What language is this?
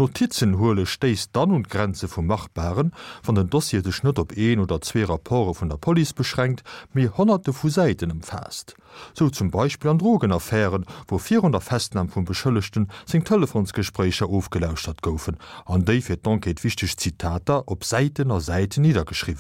Luxembourgish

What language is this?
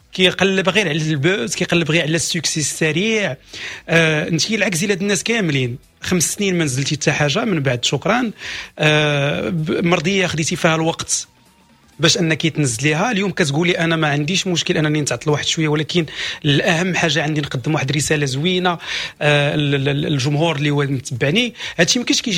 Moroccan Arabic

